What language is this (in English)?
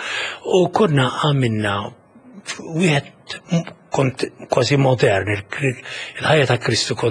Maltese